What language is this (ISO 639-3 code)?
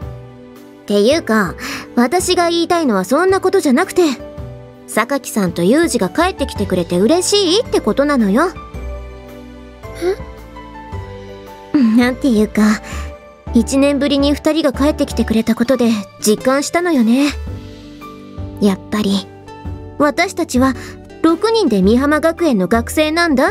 jpn